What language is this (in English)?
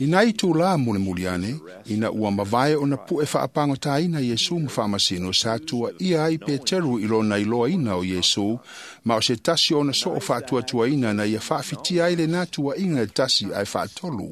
Samoan